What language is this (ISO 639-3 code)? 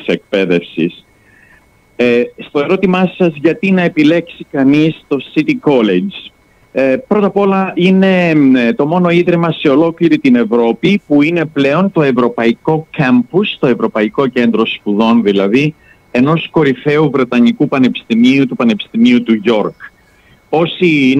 ell